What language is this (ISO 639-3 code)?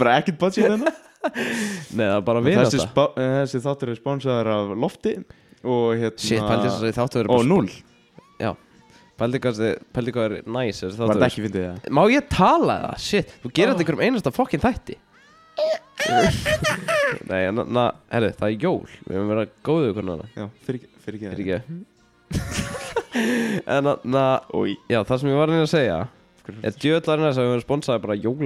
isl